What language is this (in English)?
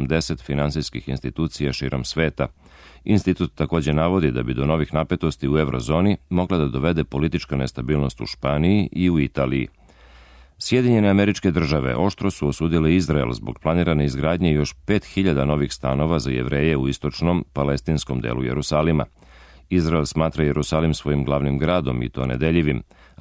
Serbian